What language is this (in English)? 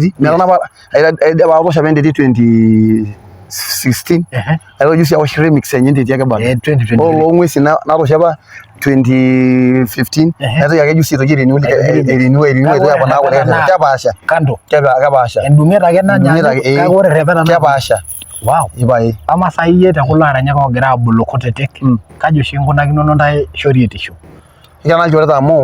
Masai